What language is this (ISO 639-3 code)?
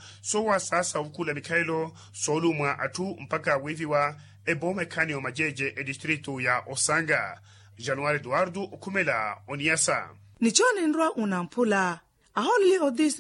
vmw